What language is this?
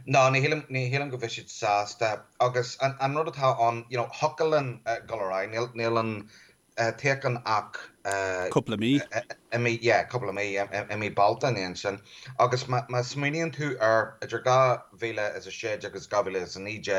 Irish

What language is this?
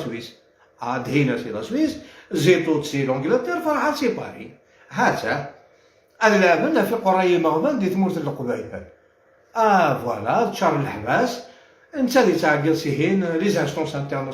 Algerian Arabic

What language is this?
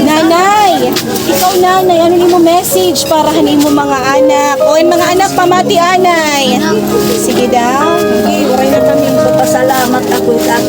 Waray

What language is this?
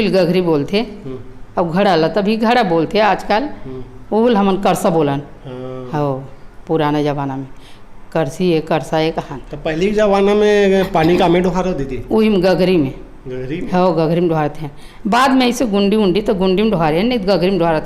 Chhattisgarhi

